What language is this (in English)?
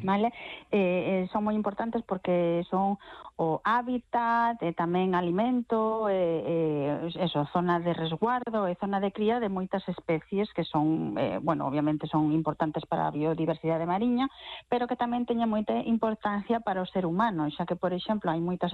Galician